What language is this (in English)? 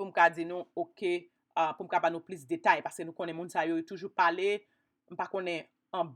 Haitian Creole